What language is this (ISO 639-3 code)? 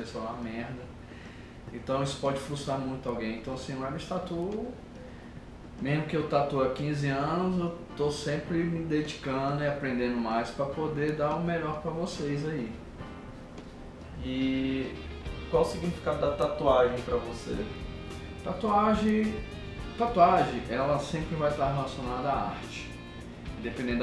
por